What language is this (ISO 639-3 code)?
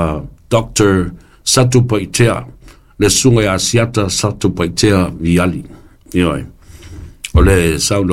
smo